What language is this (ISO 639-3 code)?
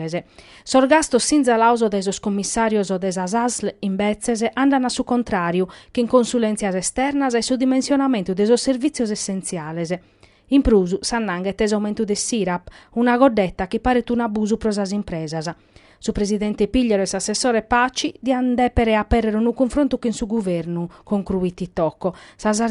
srd